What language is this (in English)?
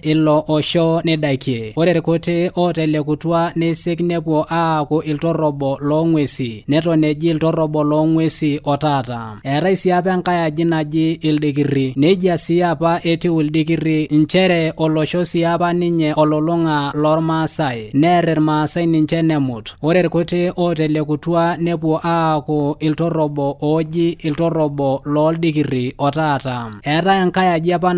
Masai